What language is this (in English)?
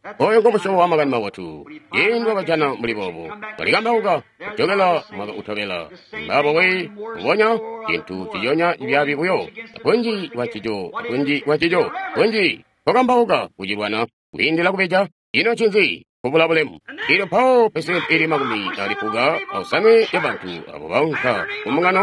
Tonga (Zambia)